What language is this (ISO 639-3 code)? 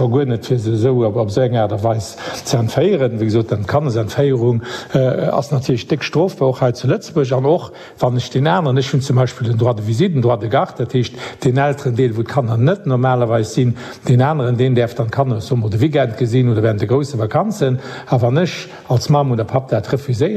ltz